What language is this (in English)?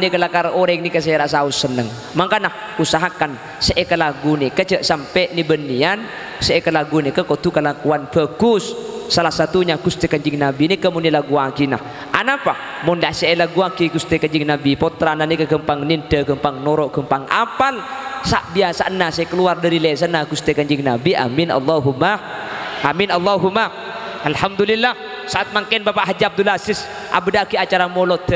Madurese